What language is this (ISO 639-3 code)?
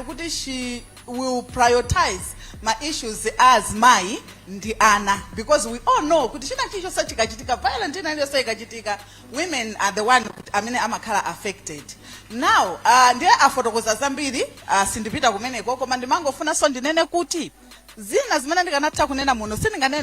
nya